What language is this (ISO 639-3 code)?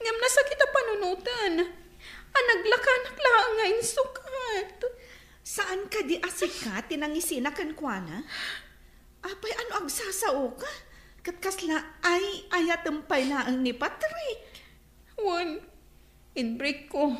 ilo